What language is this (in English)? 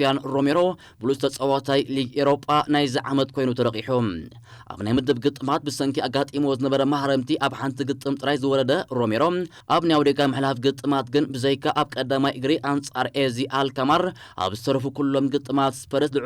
Tigrinya